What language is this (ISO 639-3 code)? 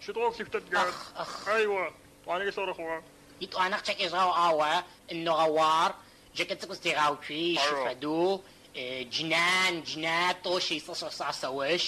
ady